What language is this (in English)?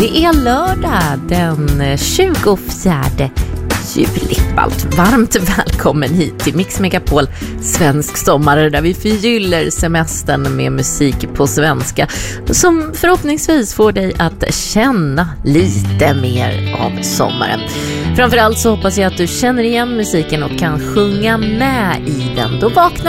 Swedish